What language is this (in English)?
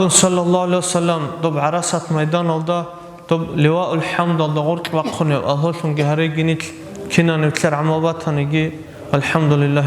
Avaric